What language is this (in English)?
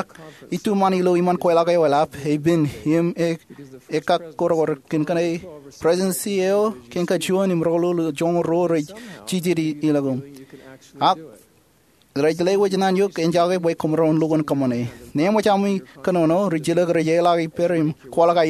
Marshallese